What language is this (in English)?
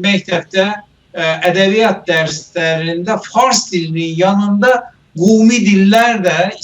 South Azerbaijani